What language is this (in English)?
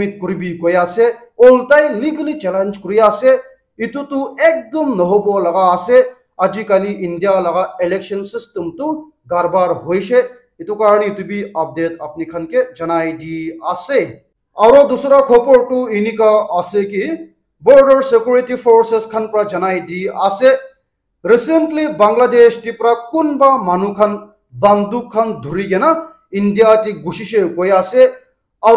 Naga Pidgin